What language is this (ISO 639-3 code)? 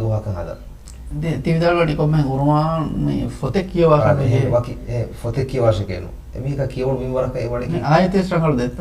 div